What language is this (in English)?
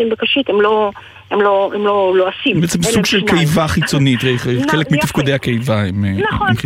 Hebrew